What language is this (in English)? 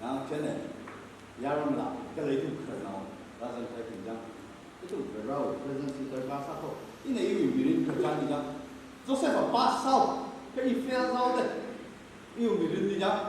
Tangkhul Naga (India)